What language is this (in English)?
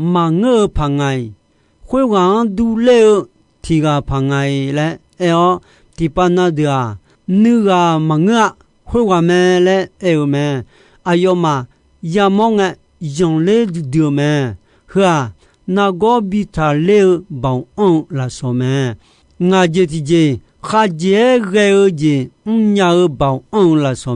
Akha